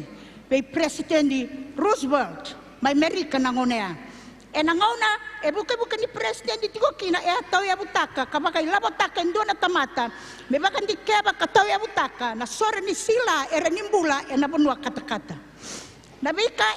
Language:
Fijian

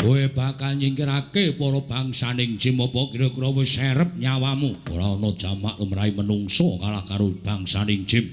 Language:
Javanese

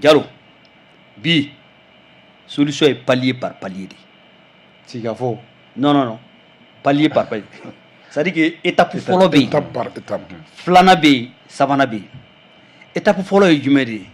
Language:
Bambara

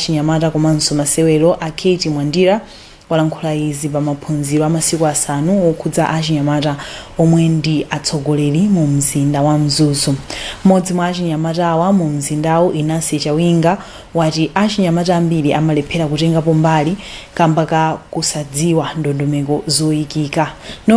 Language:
Nyanja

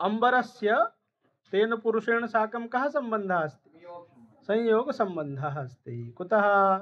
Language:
Sanskrit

